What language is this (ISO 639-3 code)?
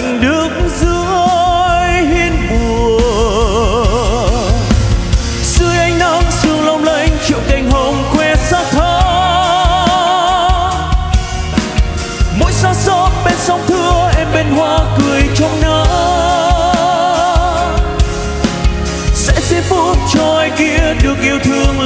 vie